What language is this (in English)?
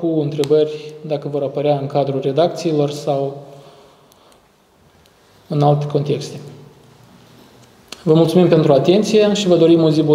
Romanian